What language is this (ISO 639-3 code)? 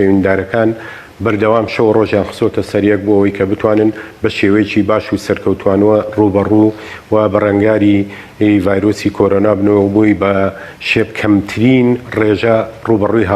ckb